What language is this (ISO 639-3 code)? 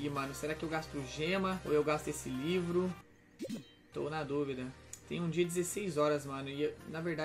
por